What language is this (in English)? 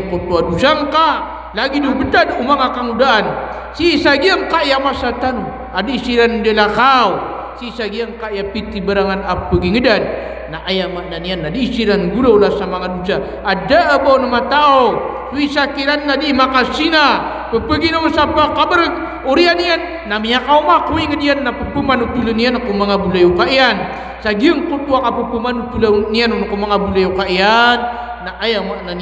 Maranao